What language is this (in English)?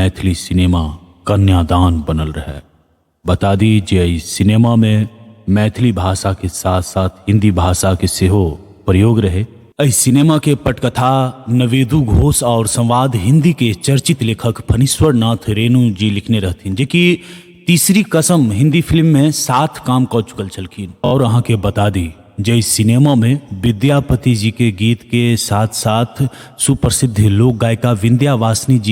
Maithili